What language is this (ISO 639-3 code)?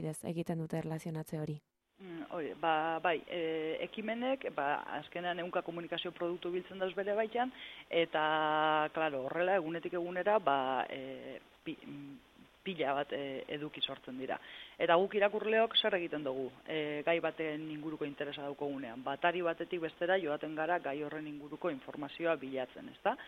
eus